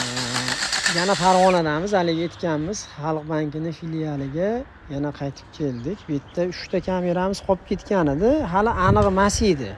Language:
Uzbek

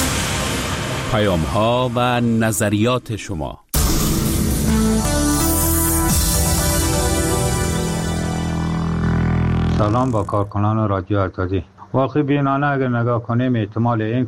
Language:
Persian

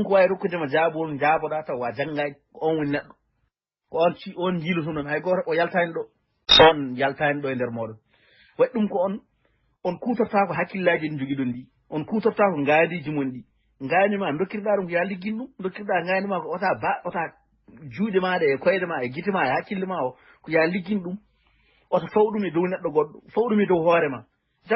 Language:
Fula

